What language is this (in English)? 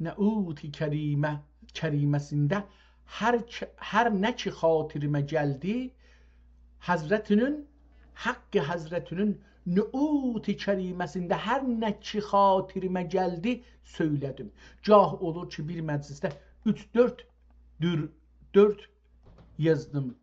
South Azerbaijani